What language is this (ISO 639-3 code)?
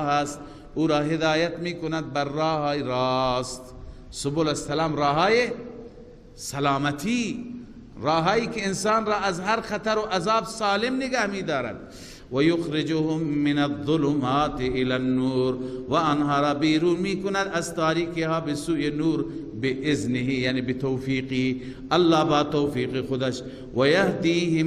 fas